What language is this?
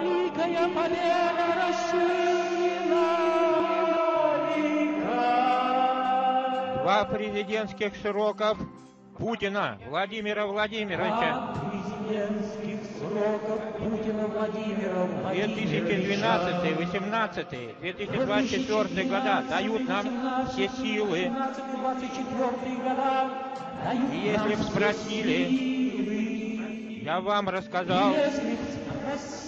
Russian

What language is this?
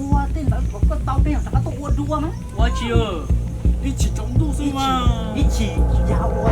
Hmong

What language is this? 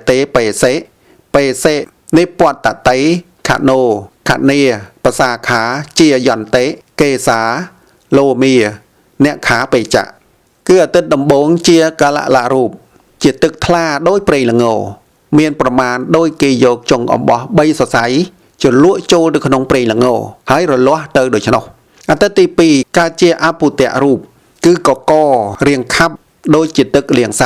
Khmer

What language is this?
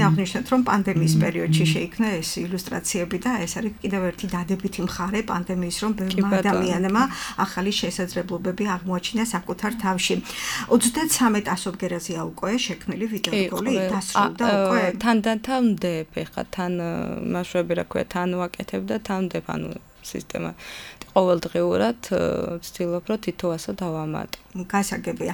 Georgian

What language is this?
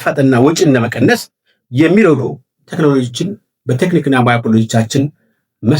Amharic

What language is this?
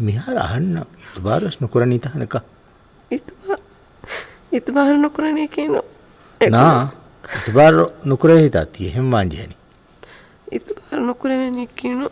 Divehi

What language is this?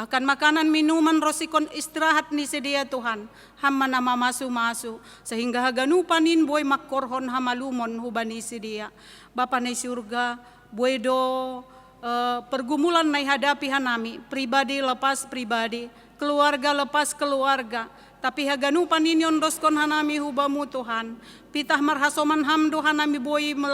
Batak Simalungun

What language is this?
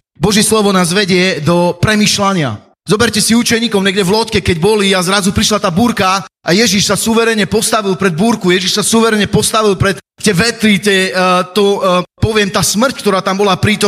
Slovak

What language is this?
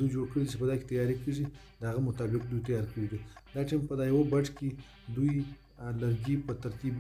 Pashto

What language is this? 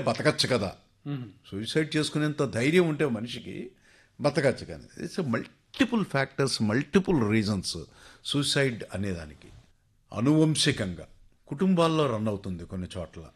Telugu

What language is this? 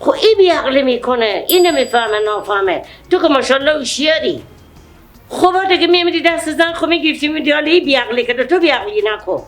Persian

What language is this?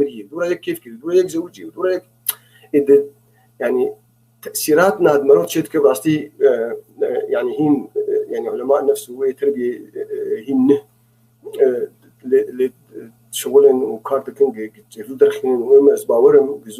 North Levantine Arabic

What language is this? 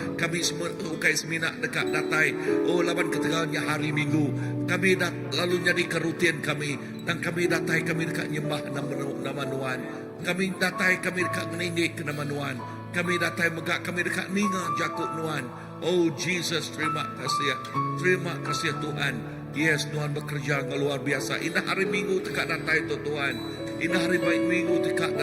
Iban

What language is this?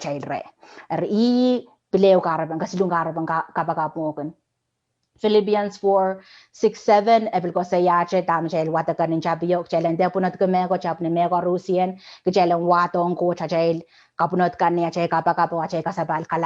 Pohnpeian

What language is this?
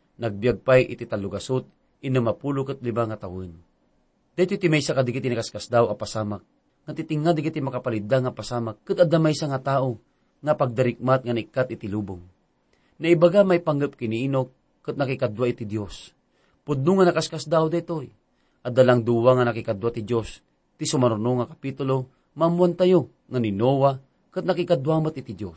Iloko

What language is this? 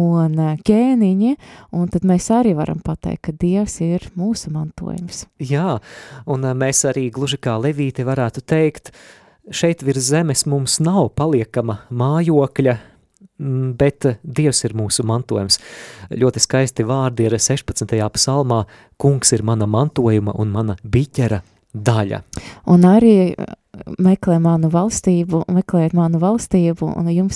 Latvian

